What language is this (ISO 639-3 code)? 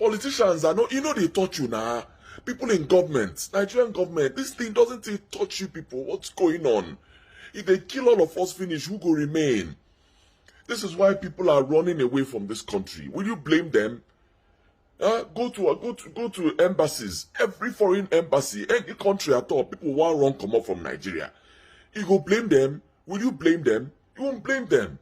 pcm